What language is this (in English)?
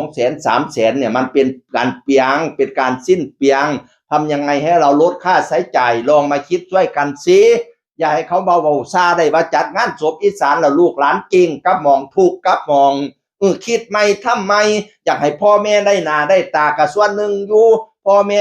Northeastern Thai